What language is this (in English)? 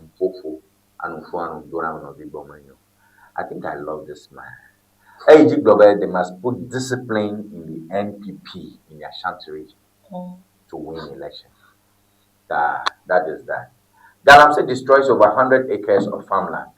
Ewe